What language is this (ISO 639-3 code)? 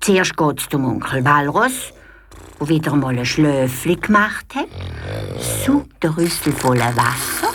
gsw